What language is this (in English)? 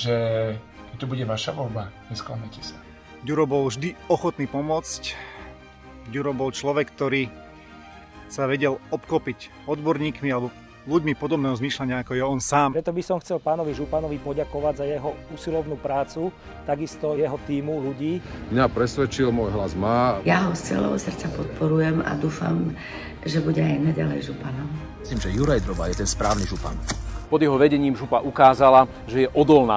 Slovak